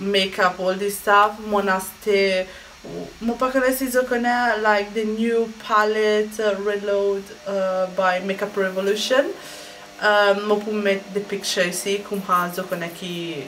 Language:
Morisyen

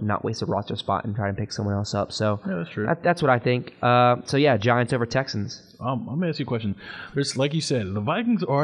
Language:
English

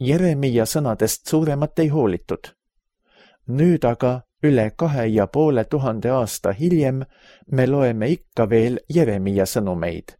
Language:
Estonian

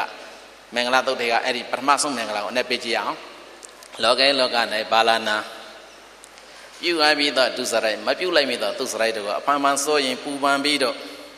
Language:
Burmese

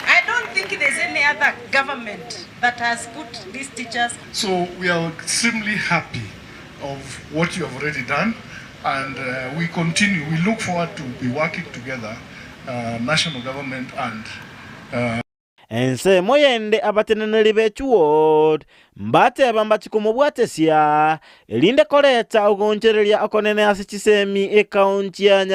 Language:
Gusii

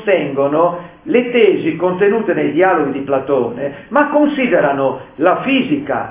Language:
Italian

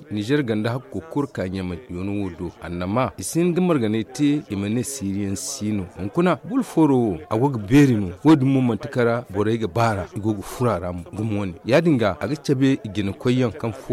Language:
Zarma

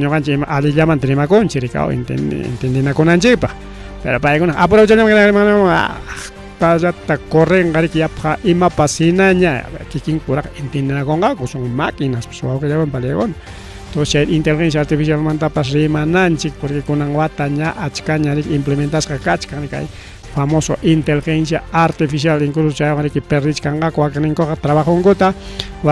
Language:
Ayacucho Quechua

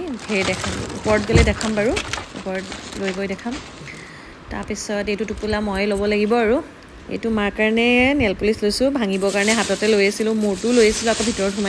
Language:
Assamese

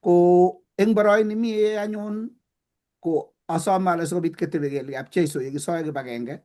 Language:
Kalenjin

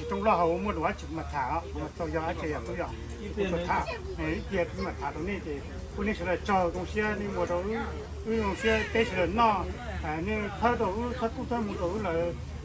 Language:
Hmong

